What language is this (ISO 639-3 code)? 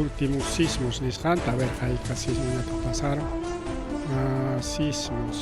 quy